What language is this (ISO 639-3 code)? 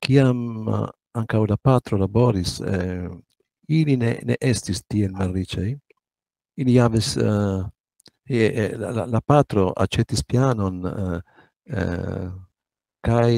epo